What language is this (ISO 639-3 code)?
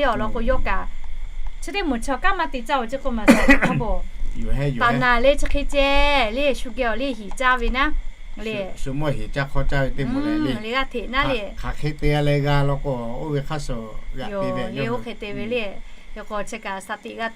lhu